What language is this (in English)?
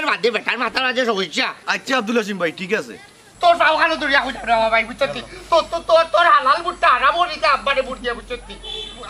Sylheti